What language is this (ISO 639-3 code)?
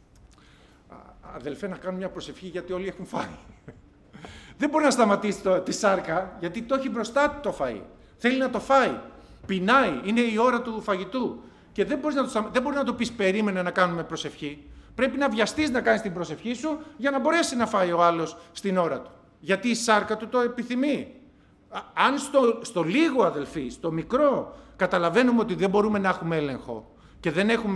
ell